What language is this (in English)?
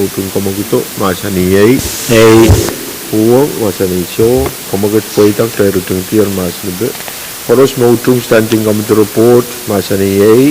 Pohnpeian